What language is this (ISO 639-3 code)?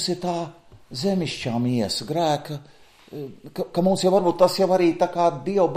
lav